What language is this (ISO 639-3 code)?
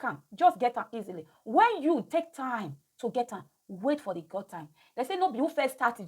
pcm